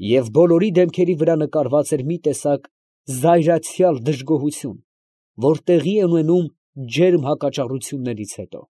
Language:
Armenian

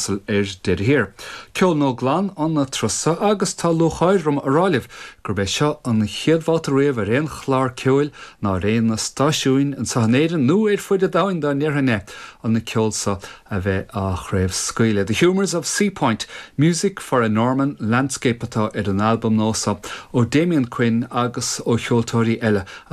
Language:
Irish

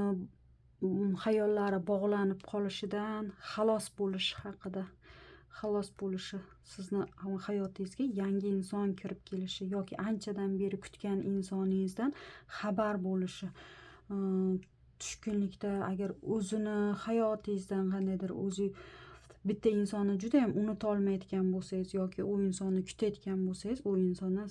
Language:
Uzbek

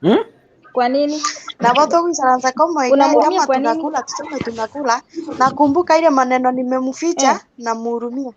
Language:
Gusii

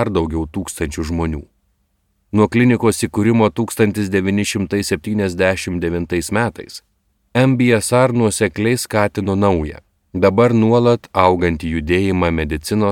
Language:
Lithuanian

